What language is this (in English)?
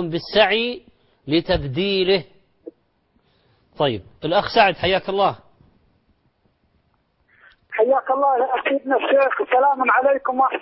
Arabic